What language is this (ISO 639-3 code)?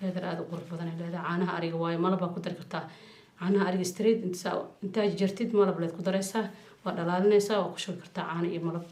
som